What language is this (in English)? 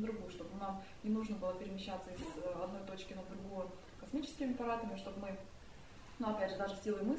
Russian